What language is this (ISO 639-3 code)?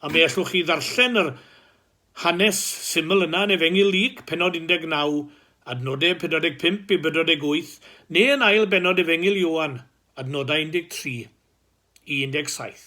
cym